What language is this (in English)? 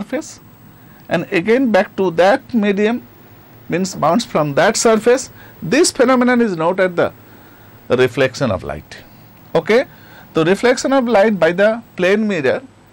English